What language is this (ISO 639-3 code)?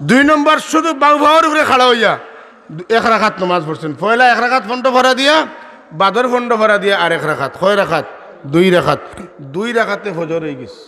syl